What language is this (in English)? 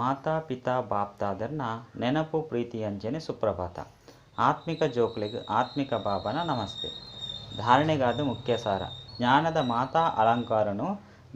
Tulu